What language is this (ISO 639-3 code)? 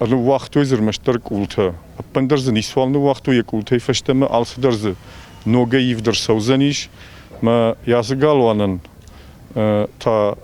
oss